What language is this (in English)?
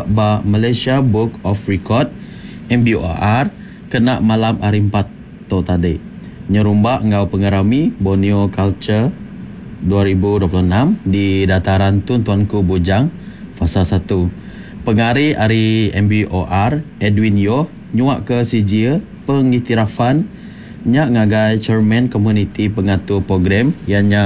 Iban